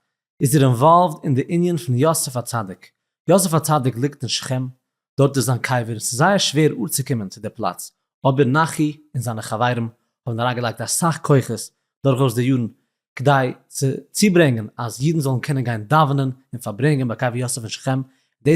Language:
Yiddish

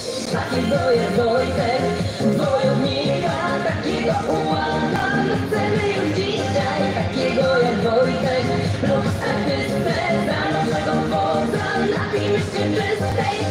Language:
Polish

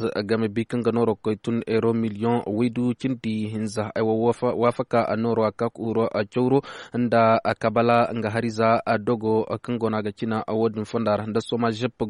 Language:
Koyraboro Senni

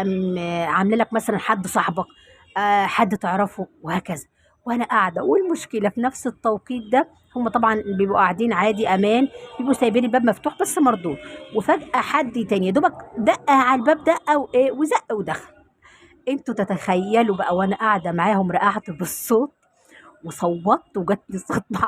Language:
Egyptian Arabic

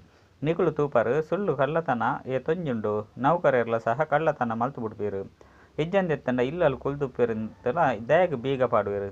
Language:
Tulu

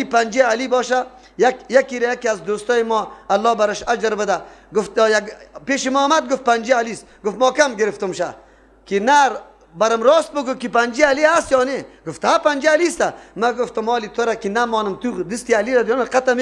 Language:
Persian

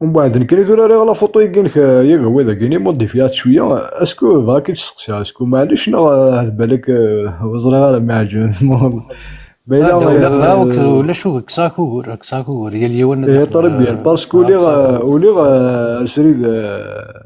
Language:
Kabyle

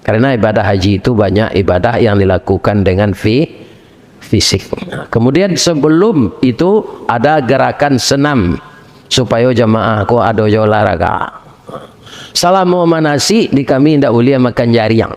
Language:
Minangkabau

